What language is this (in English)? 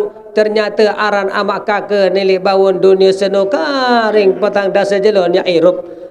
Sasak